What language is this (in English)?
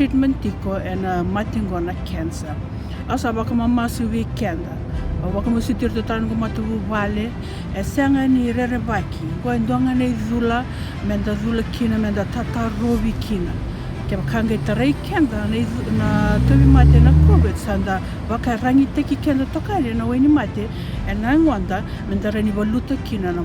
Fijian